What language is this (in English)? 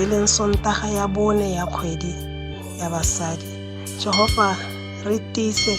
Tswana